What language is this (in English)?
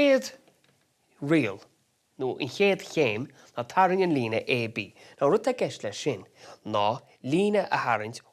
Irish